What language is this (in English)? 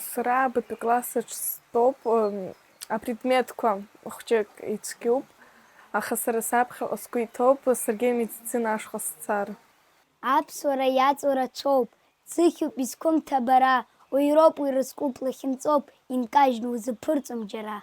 Abkhazian